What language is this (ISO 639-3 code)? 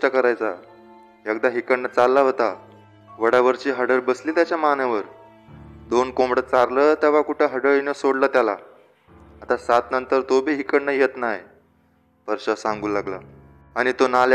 mar